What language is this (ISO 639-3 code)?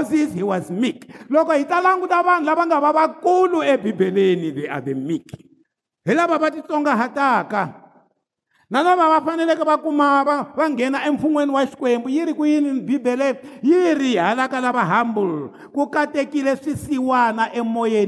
tso